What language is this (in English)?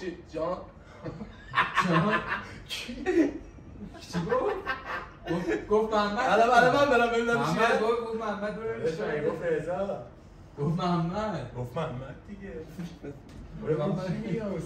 Persian